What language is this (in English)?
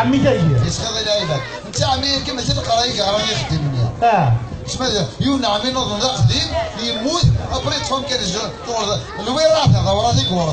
Kabyle